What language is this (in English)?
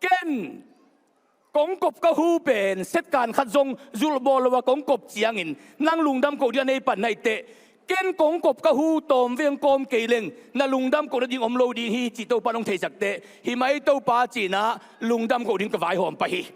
Tedim Chin